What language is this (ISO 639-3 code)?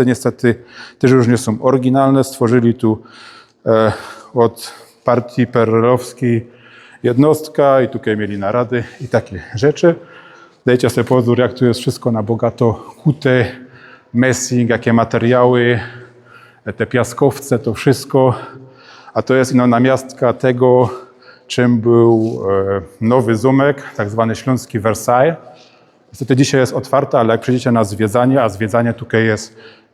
szl